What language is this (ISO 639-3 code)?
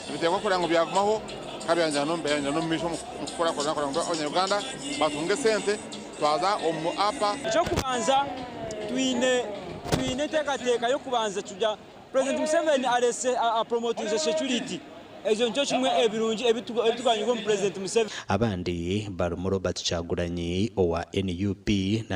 nyn